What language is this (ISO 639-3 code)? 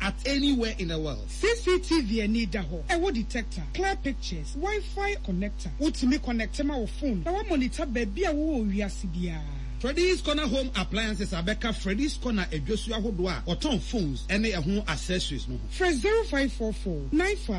aka